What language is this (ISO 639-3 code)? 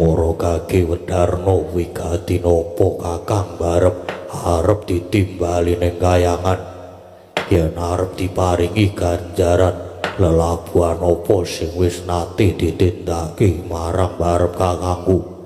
jav